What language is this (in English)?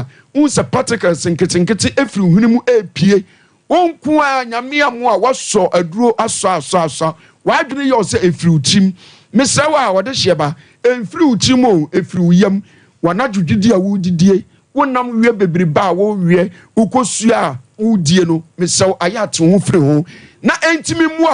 Akan